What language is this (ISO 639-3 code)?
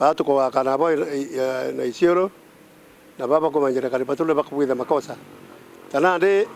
mer